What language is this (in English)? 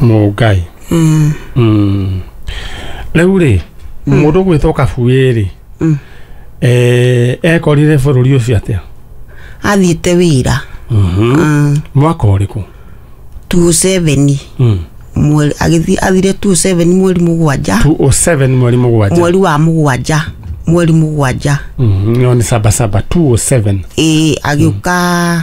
Kikuyu